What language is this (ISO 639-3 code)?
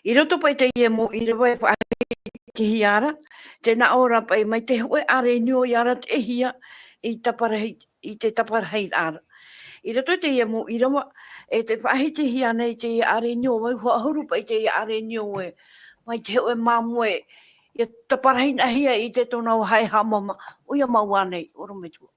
tah